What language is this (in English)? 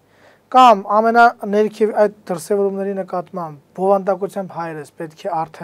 Armenian